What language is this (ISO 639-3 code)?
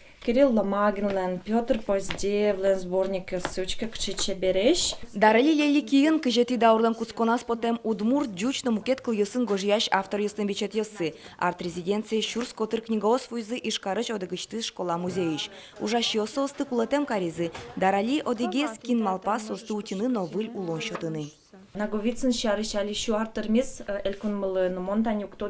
udm